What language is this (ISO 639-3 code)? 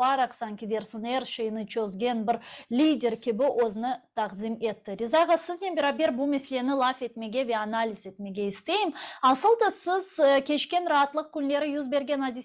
crh